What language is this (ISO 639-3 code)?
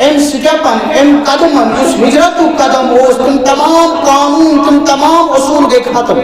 kas